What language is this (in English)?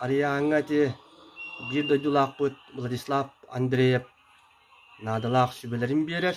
Yakut